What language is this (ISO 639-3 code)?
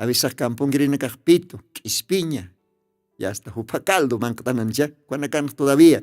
aym